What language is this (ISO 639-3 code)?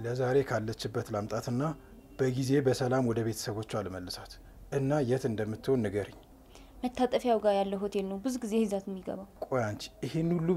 amh